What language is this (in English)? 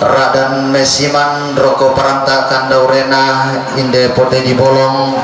Toraja-Sa'dan